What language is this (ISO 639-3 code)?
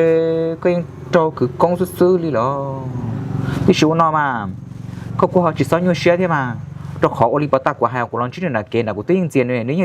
hmn